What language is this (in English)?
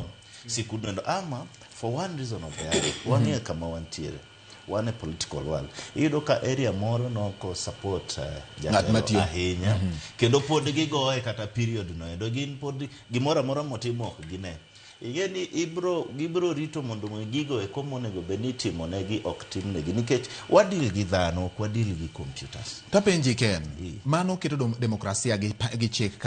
Luo (Kenya and Tanzania)